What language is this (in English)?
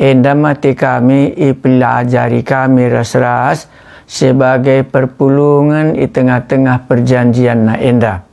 Batak Karo